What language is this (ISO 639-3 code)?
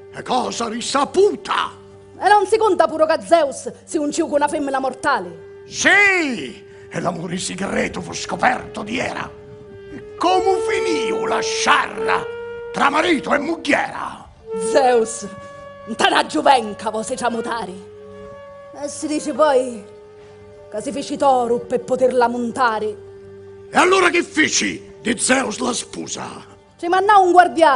scn